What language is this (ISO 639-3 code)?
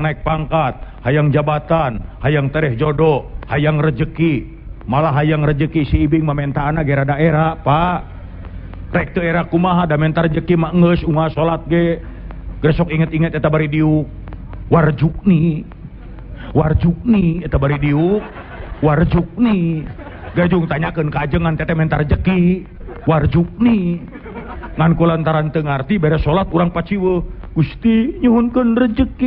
sun